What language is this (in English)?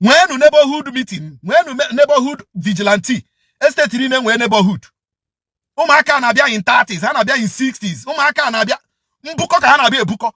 Igbo